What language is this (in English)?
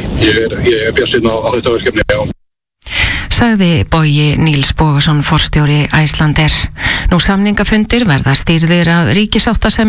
Icelandic